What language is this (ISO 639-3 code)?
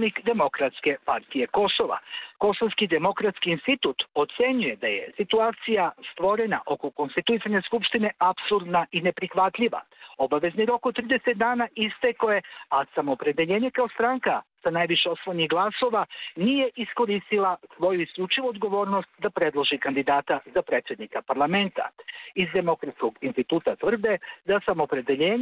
srp